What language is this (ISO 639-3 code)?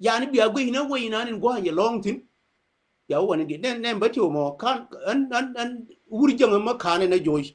nus